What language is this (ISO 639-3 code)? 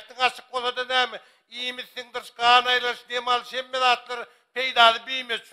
tuk